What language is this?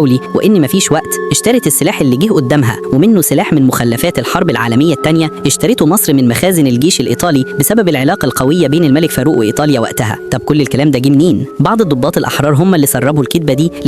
Egyptian Arabic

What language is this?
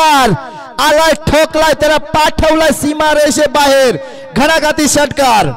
Marathi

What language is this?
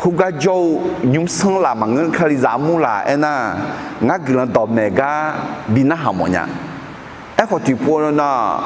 Akha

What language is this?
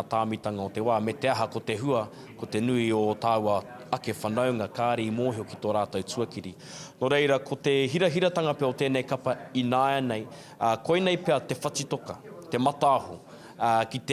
Māori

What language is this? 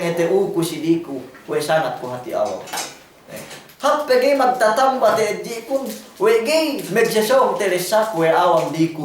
Yakan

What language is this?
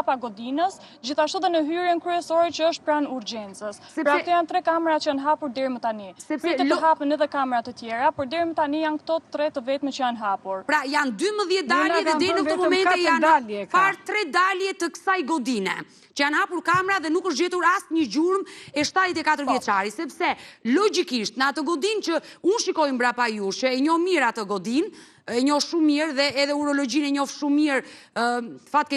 Albanian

